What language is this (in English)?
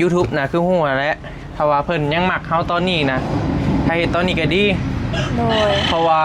Northeastern Thai